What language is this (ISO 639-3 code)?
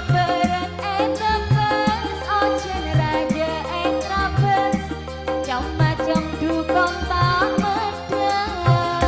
mad